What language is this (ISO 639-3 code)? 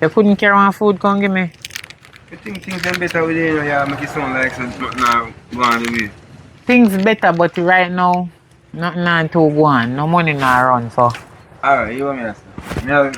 jam